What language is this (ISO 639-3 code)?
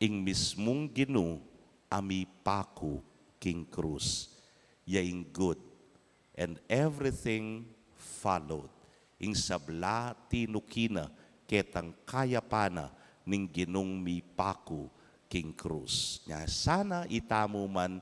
pam